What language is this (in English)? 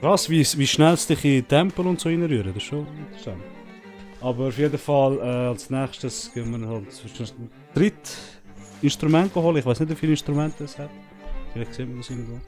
Swiss German